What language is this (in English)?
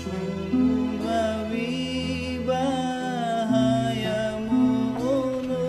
Nias